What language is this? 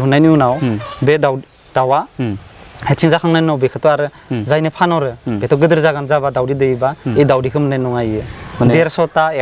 Bodo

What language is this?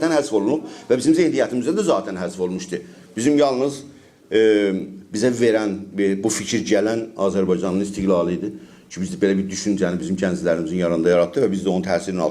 South Azerbaijani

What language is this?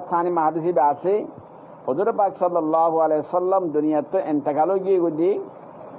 Rohingya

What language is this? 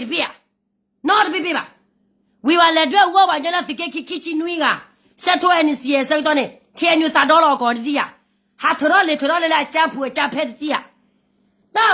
S'gaw Karen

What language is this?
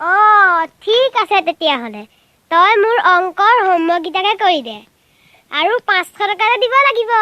Assamese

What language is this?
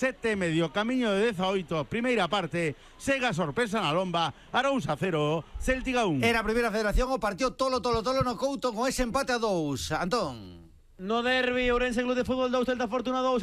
Galician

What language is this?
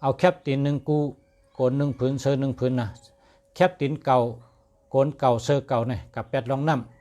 Shan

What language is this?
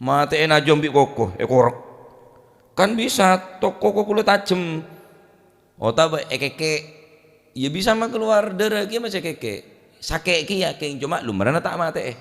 Madurese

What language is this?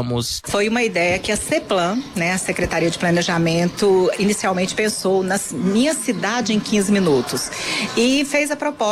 Portuguese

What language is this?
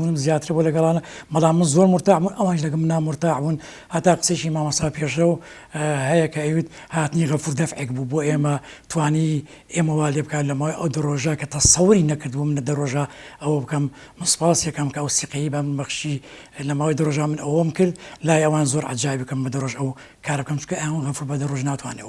Central Kurdish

